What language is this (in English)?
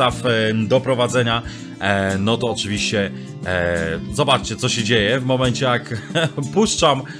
Polish